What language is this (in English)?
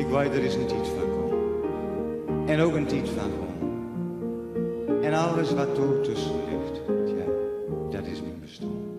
Western Frisian